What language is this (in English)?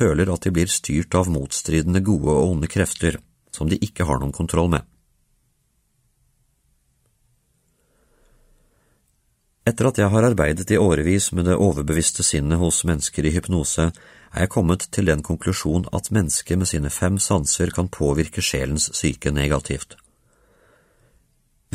Norwegian